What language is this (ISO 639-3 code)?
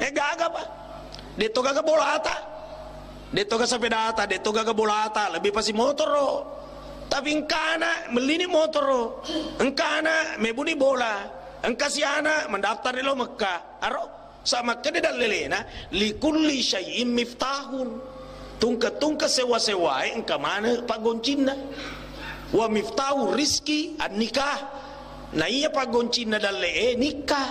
bug